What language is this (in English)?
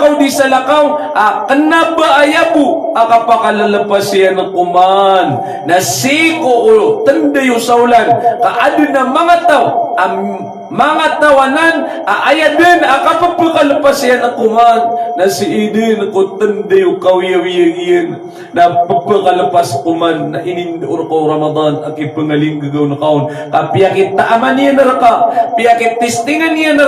Maranao